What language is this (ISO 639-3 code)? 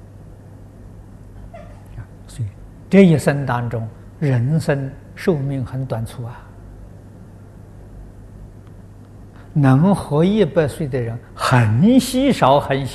zho